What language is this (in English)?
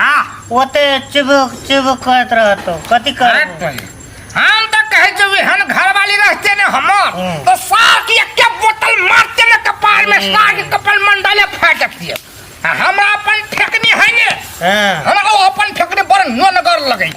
Maithili